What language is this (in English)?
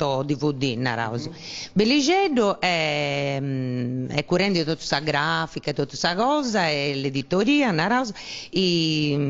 Sardinian